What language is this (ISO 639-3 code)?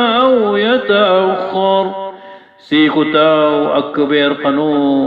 mrw